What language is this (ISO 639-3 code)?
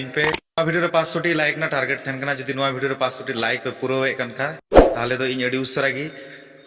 sat